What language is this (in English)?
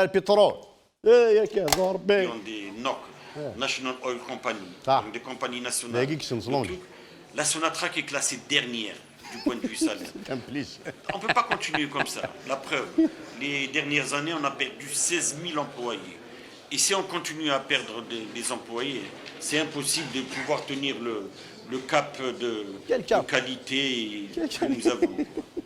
Kabyle